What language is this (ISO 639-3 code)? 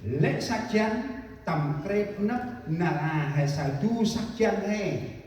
cmo